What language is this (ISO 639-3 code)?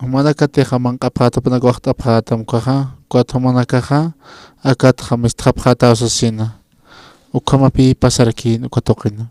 aym